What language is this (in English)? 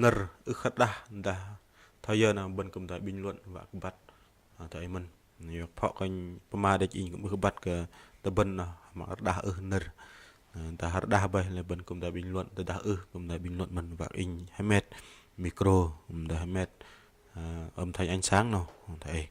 Bahnar